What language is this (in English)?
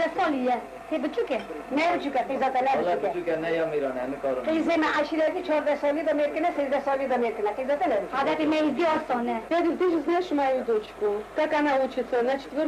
Kurdish